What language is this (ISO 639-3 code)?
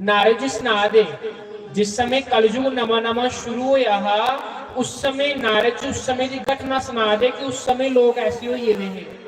doi